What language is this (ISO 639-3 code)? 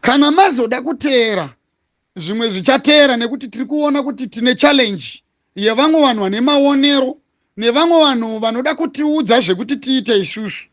sna